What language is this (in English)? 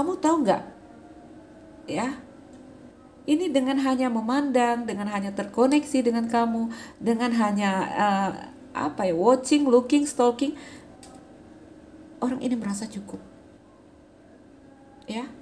Indonesian